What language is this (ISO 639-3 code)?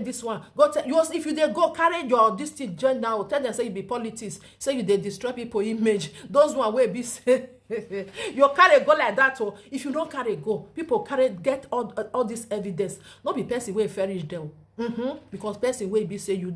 pcm